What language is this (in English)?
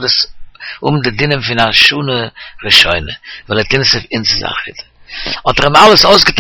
Yiddish